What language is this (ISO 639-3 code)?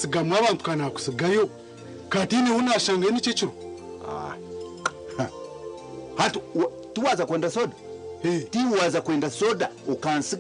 nyn